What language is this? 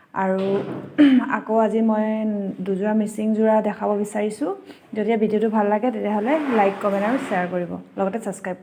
Assamese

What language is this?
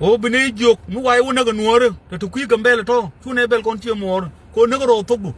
Nuer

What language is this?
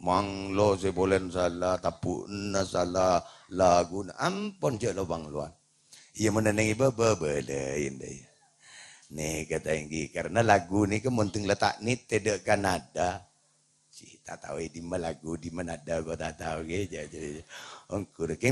Madurese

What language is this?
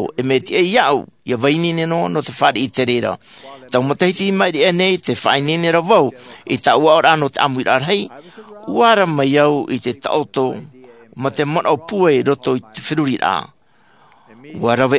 Tahitian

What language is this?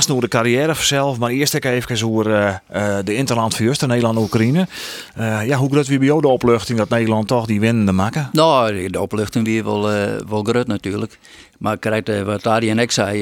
Western Frisian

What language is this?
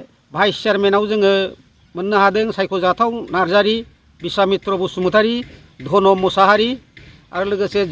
Bodo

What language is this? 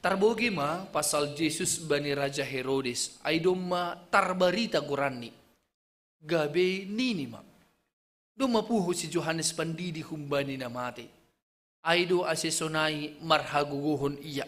Batak Simalungun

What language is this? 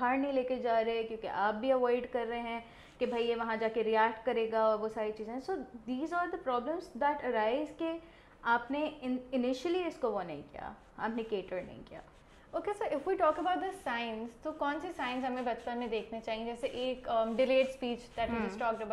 Urdu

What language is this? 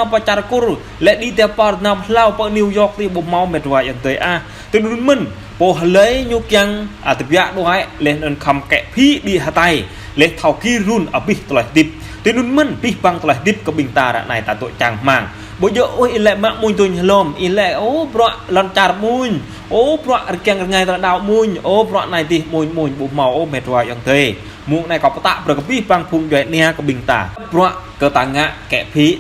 Jarai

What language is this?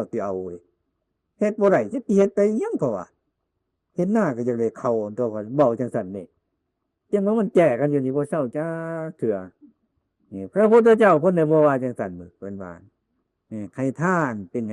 Northeastern Thai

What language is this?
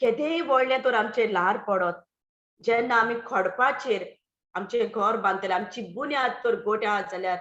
Konkani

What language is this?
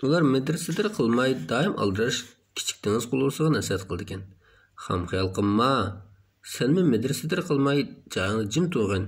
Uyghur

